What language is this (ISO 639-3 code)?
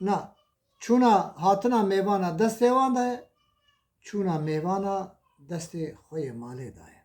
kur